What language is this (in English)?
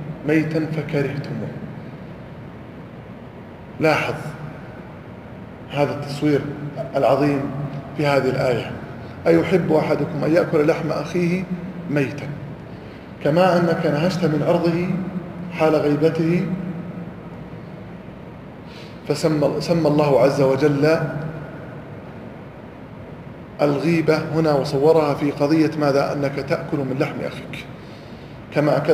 Arabic